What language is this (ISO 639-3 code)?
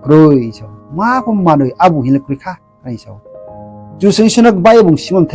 ria